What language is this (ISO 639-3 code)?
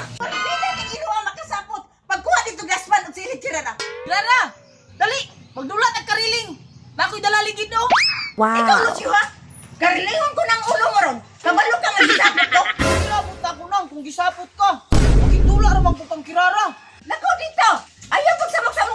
ceb